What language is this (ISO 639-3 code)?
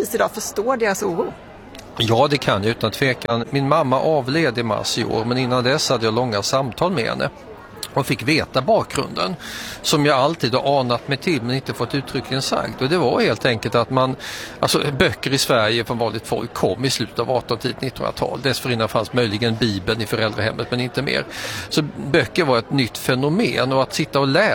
swe